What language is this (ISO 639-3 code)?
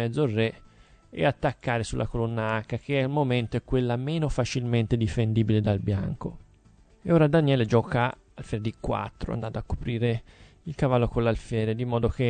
ita